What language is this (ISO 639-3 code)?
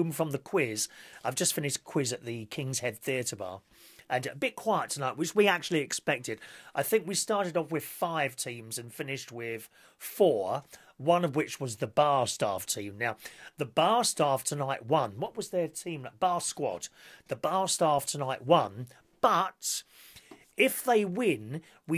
eng